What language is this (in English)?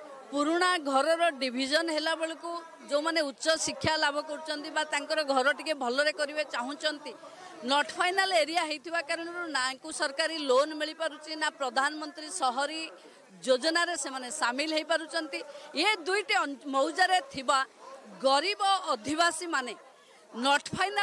Odia